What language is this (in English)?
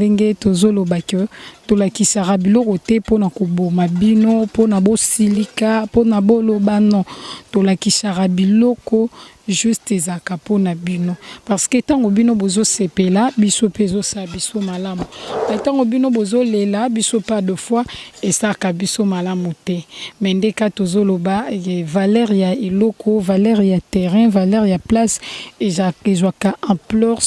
Lingala